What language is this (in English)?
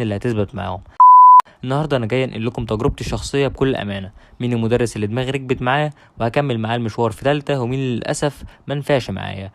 Egyptian Arabic